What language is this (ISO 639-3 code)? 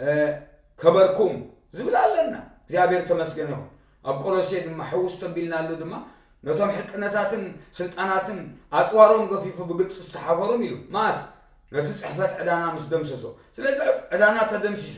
tir